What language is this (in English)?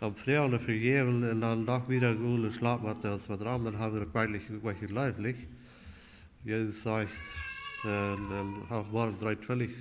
Plautdietsch